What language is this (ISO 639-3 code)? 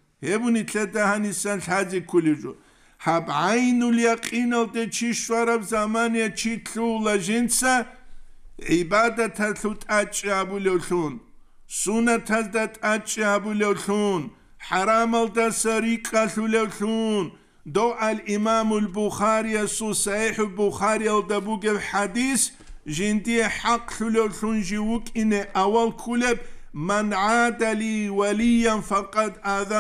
ava